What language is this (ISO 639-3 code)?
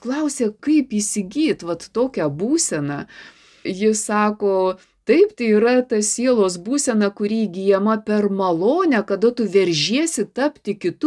lit